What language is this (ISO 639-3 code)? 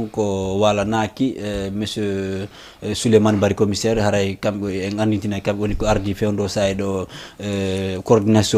ful